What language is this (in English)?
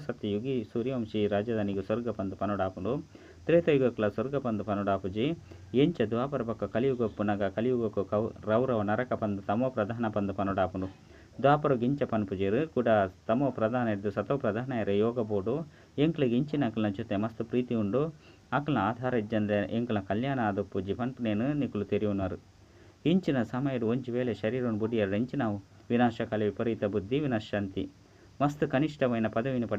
Tulu